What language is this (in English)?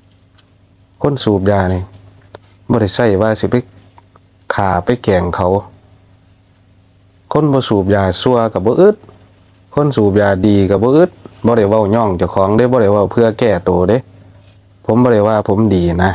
Lao